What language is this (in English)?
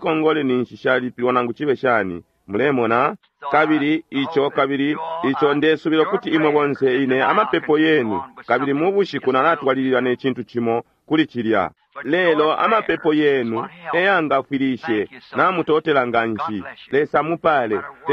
Bemba